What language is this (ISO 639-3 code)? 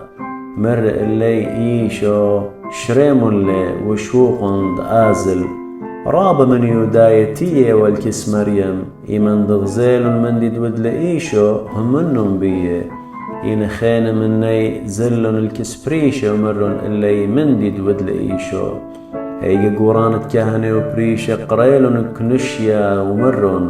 aii